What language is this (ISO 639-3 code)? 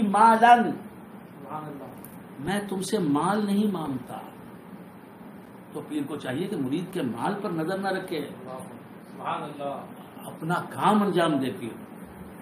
urd